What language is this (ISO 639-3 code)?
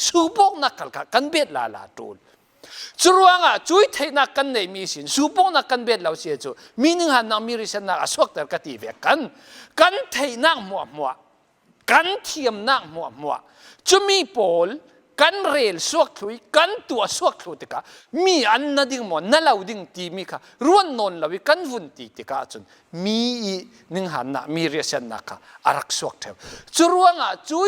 cfm